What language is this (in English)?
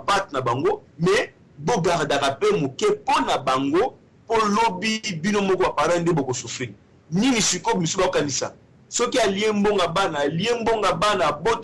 Lingala